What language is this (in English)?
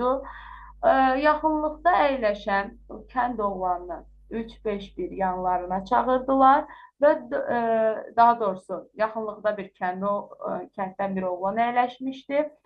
Azerbaijani